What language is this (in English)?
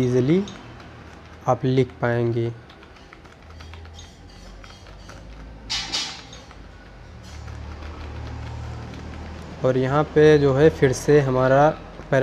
Hindi